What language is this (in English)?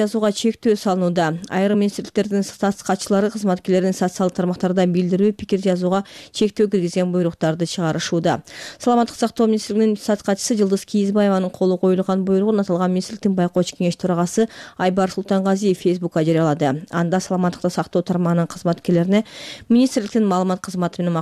Kyrgyz